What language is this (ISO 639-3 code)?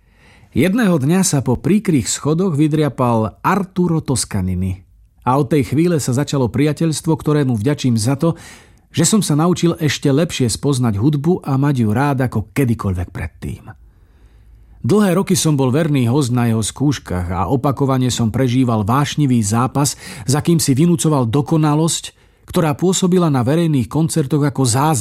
slk